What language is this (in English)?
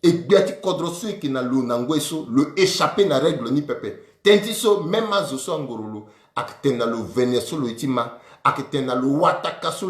Sango